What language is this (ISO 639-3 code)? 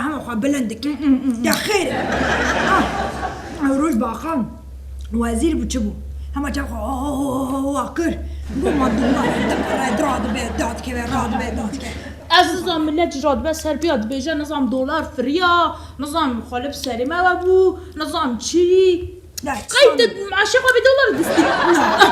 kur